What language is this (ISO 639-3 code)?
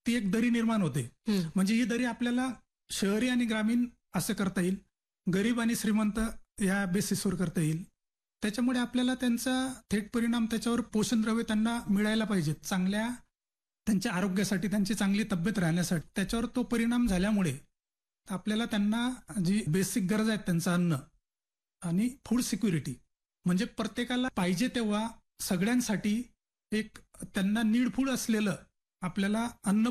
mar